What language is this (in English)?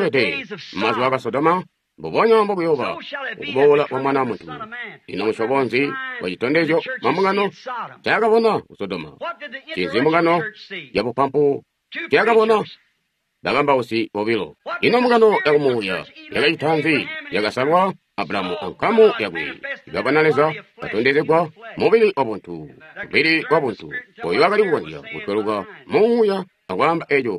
Tonga (Zambia)